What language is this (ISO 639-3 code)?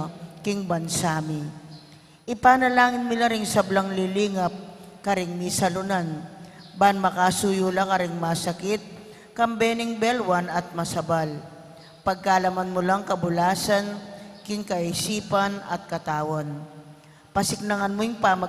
pam